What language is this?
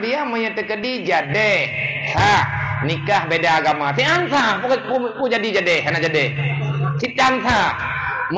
Achinese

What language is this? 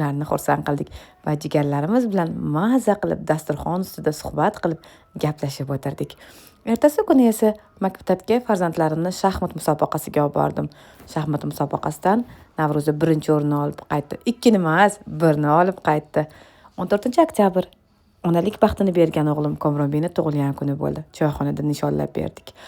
Uzbek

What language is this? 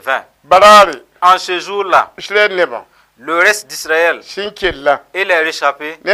Mossi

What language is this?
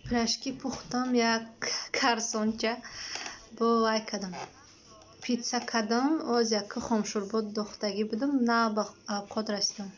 Tajik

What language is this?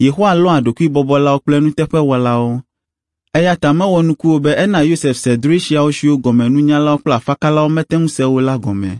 Ewe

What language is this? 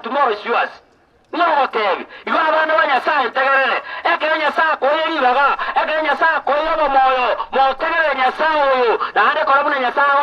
Gusii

